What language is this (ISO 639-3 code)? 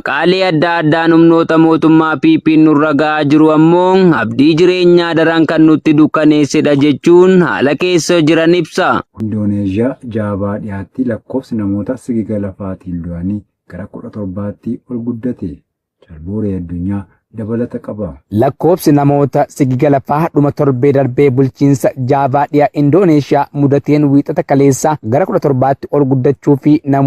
orm